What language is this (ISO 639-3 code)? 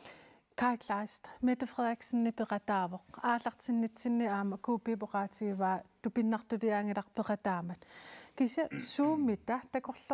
kal